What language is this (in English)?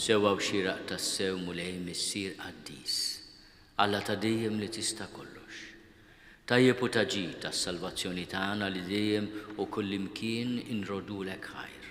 Maltese